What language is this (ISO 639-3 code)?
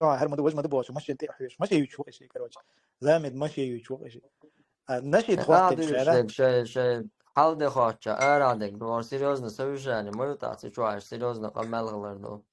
che